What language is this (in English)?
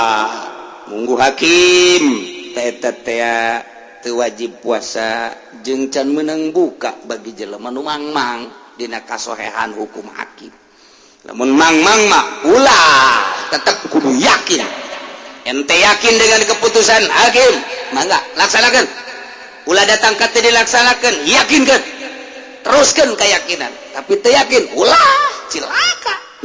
Sundanese